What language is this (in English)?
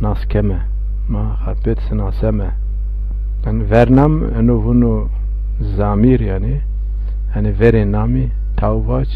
Zaza